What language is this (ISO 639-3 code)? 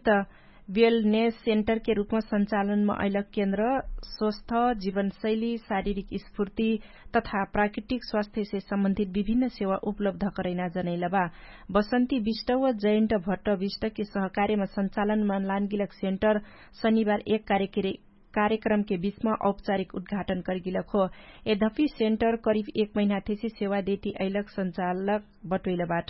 thl